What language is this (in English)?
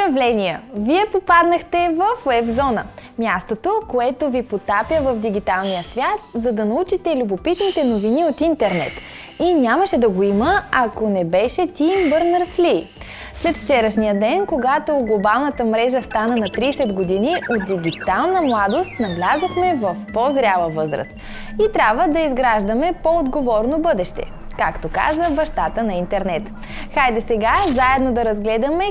Bulgarian